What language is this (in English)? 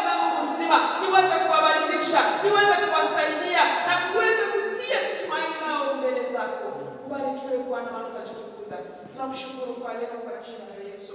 Swahili